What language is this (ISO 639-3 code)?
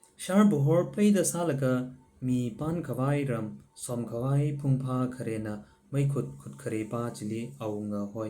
nmf